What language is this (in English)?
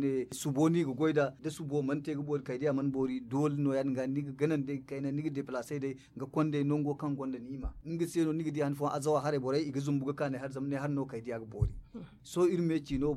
Zarma